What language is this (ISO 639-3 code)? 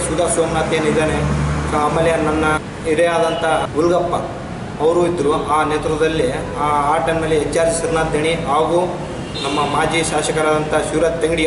kan